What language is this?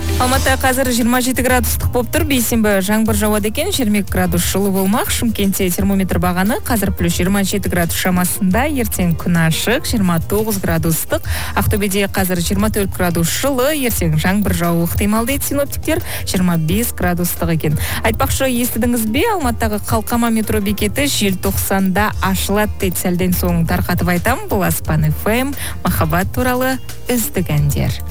Kazakh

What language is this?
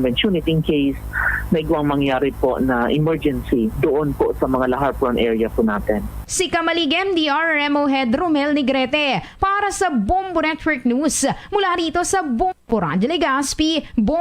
Hiligaynon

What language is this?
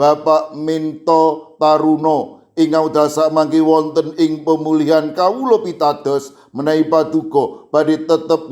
Javanese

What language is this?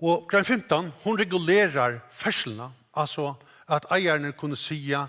Faroese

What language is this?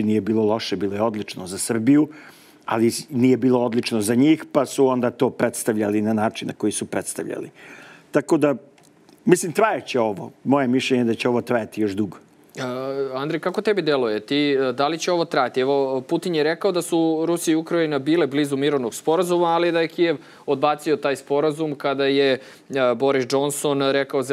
Serbian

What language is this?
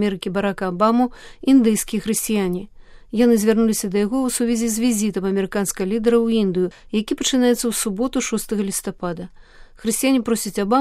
Belarusian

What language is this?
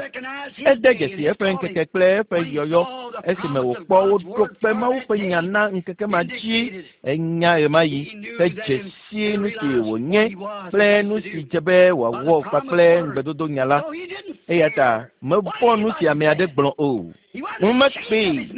Ewe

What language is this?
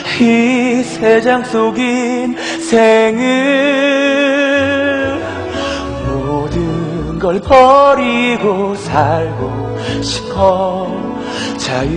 Korean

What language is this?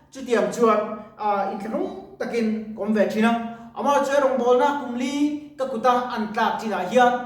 Mizo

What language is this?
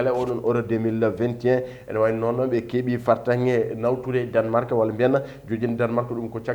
Fula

